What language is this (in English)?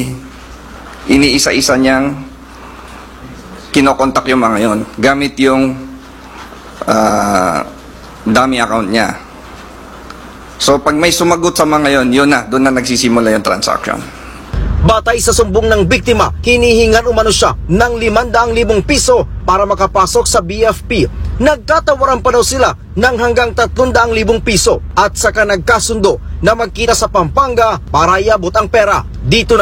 Filipino